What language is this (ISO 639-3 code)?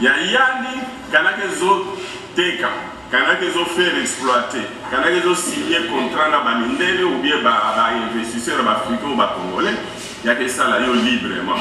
lin